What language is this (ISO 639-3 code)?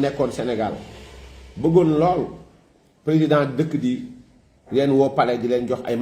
wol